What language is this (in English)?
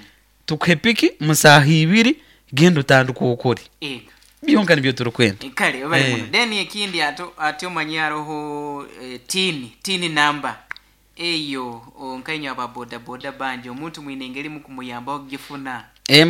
Nyoro